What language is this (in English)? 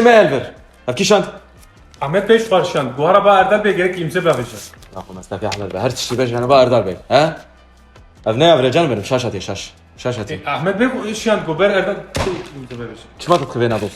Kurdish